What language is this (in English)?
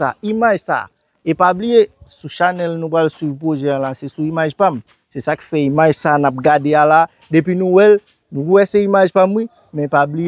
Haitian Creole